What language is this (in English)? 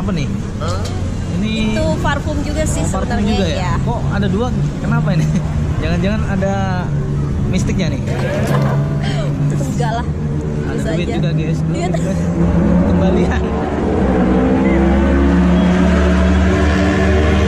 Indonesian